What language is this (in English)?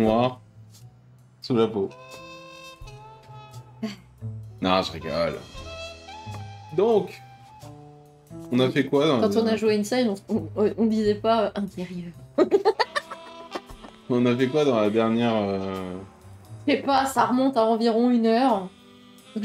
French